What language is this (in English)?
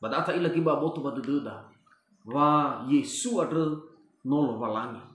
Nias